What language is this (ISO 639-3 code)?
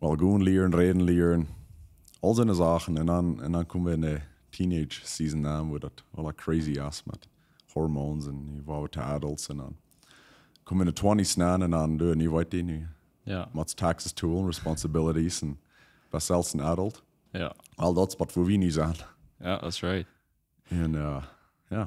pdt